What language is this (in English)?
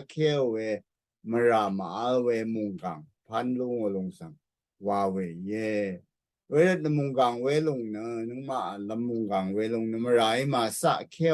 Rawang